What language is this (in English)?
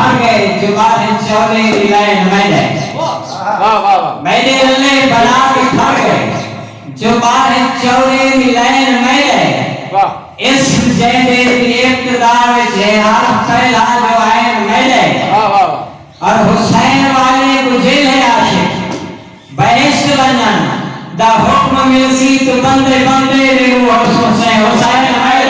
Saraiki